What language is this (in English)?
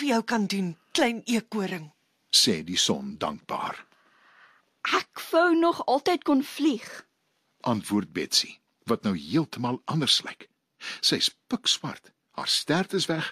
Afrikaans